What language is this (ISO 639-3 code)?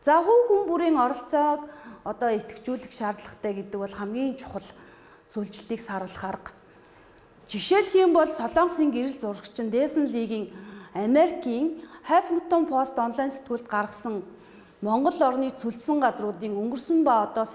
mon